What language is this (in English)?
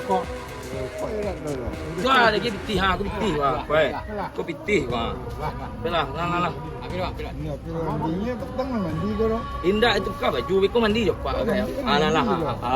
Minangkabau